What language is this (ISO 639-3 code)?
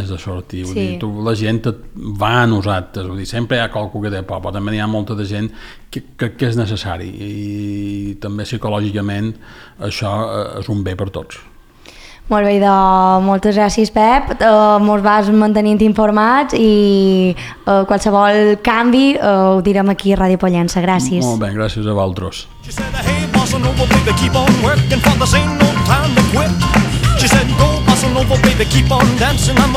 cat